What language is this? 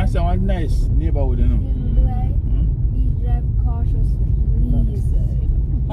Jamaican Creole English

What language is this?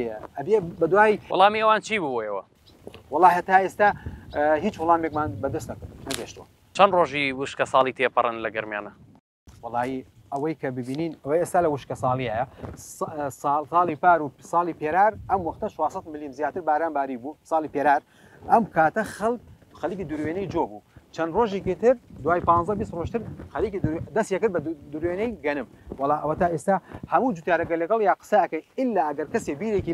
Central Kurdish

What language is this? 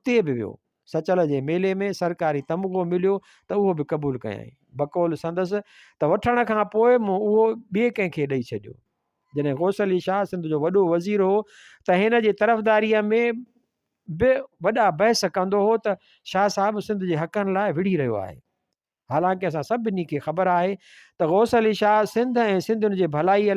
Sindhi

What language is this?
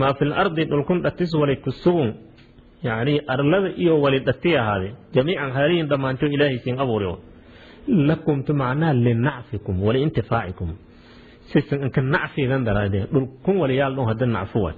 Somali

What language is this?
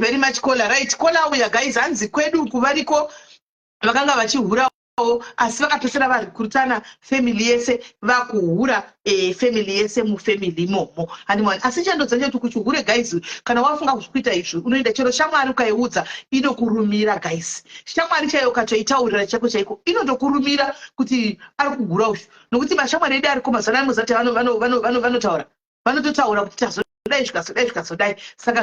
Shona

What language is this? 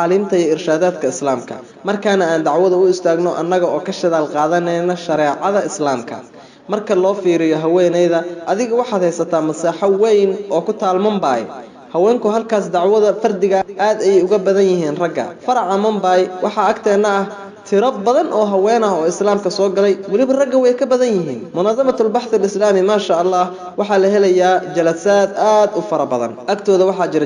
Somali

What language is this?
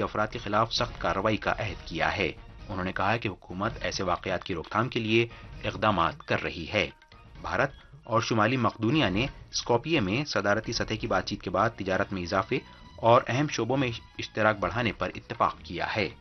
Urdu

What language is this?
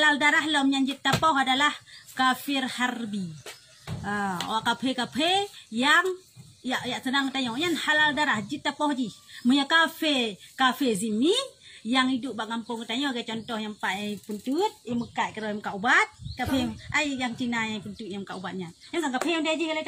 Achinese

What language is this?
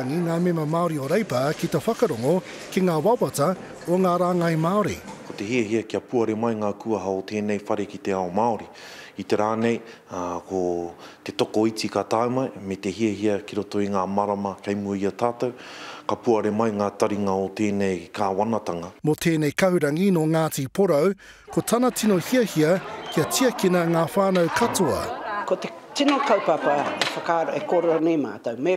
Māori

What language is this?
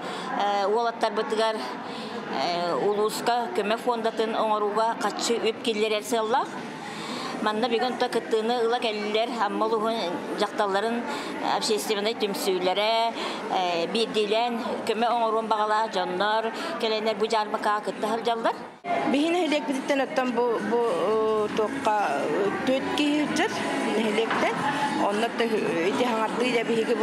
Yakut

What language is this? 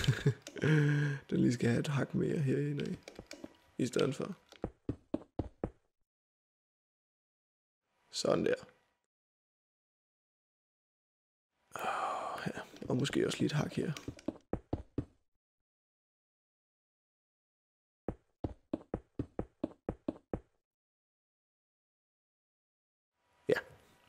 Danish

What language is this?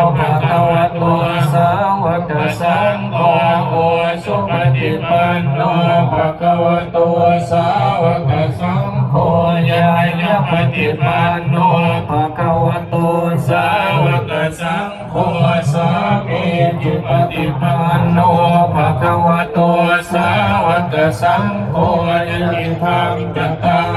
Pali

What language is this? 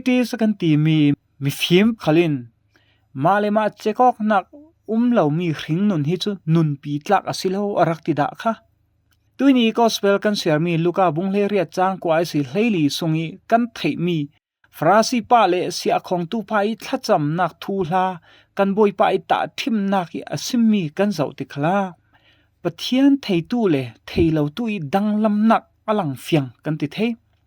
Falam Chin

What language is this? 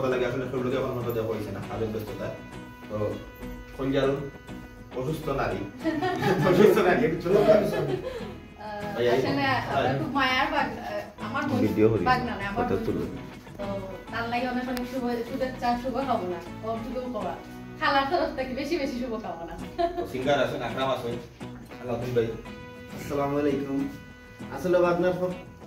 Sylheti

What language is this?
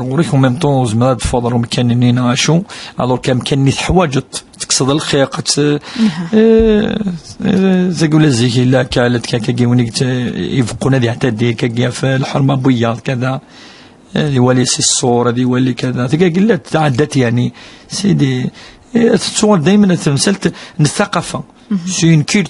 Kabyle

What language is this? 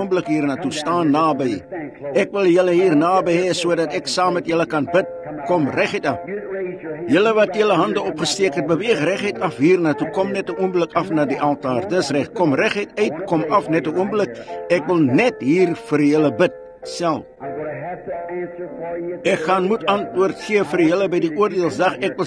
Afrikaans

